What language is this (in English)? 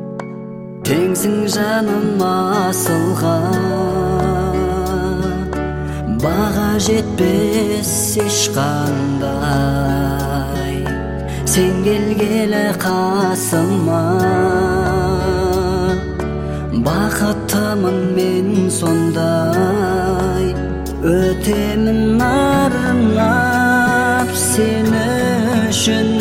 Kazakh